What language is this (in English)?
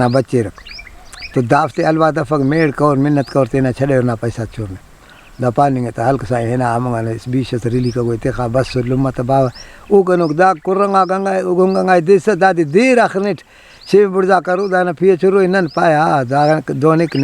Brahui